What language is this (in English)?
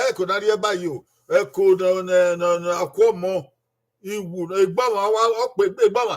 Bini